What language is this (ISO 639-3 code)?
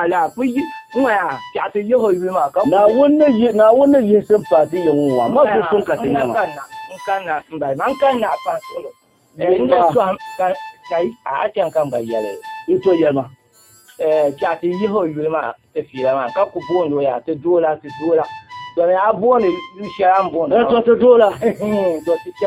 dag